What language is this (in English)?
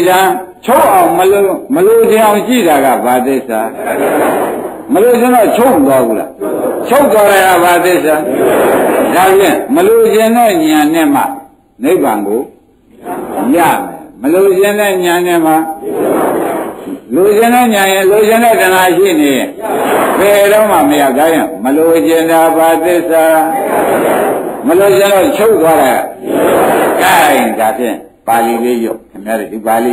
Burmese